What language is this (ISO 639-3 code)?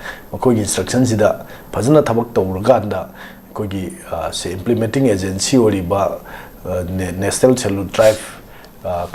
mni